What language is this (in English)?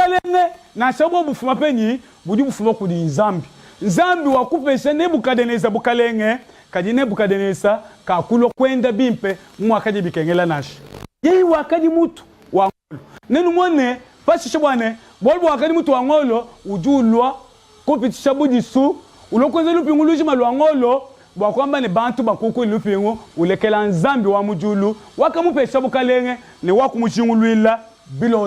Luba-Lulua